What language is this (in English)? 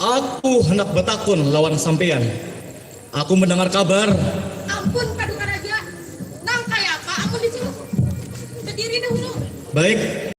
Banjar